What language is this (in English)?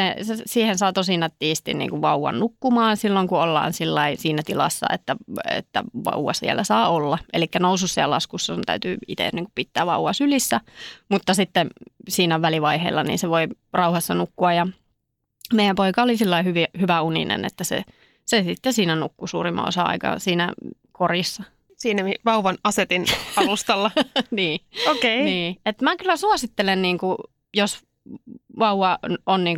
Finnish